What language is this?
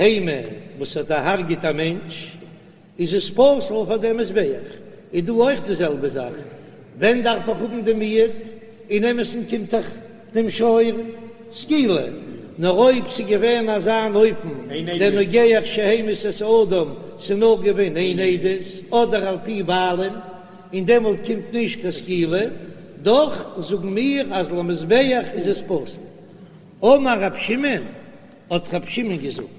Yiddish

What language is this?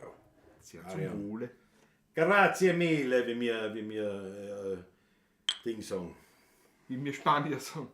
Bavarian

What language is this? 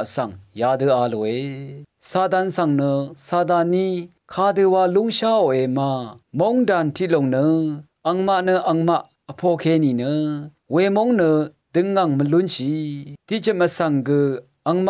Rawang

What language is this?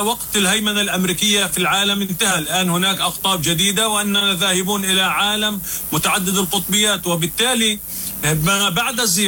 Arabic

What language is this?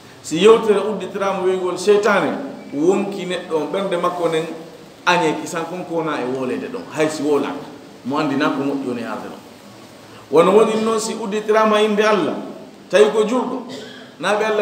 Fula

